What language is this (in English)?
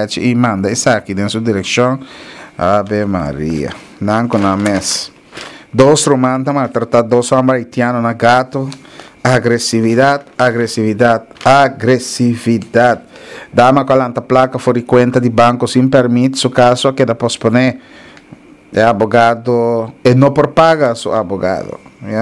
Papiamento